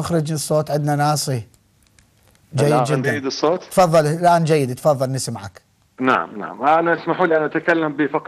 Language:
Arabic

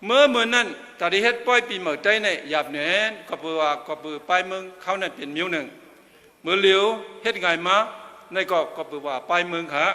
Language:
Shan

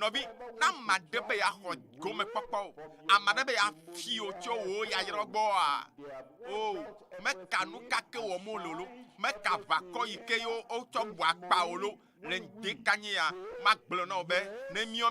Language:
Ewe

